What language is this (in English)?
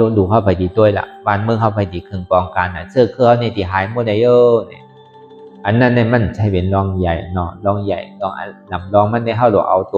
Shan